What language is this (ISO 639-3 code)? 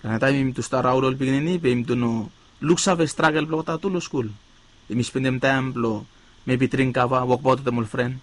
bis